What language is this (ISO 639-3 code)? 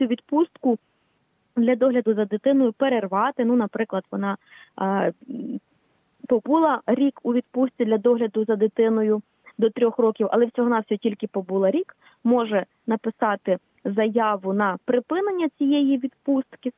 ukr